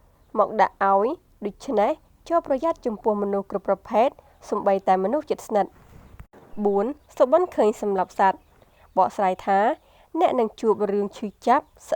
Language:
Khmer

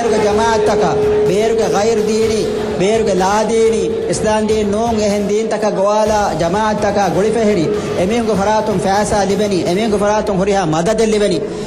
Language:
Divehi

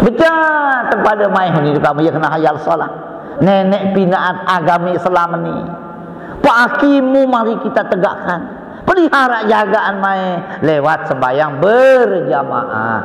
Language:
Sasak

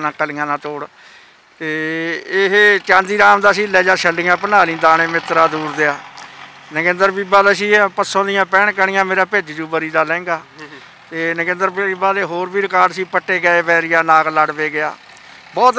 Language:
Punjabi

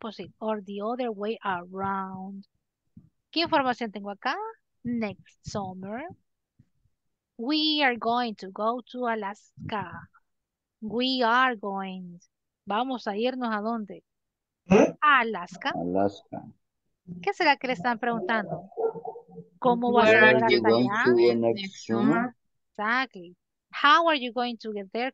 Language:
Spanish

